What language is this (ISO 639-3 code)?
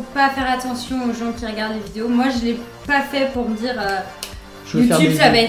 fra